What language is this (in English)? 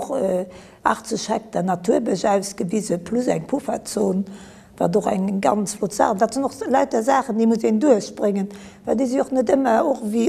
Luxembourgish